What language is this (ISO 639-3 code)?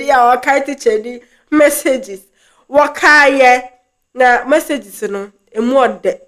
aka